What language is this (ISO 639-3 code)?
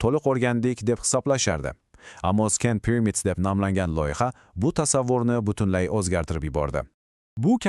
uzb